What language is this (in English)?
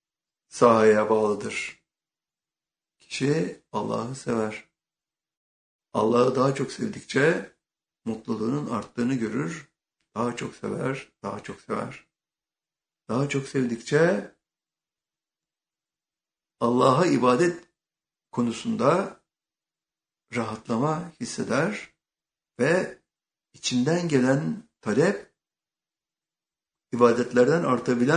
Turkish